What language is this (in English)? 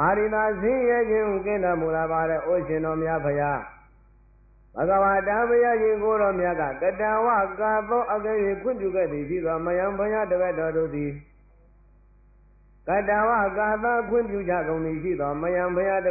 Burmese